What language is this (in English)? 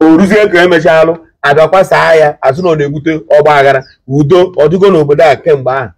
Igbo